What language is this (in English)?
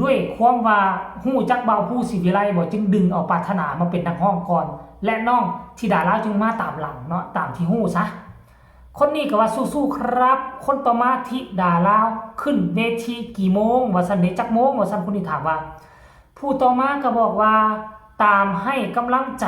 Northeastern Thai